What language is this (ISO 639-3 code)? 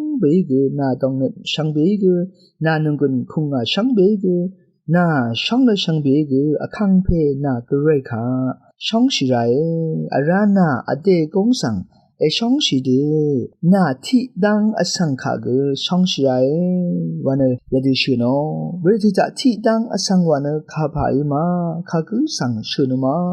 raw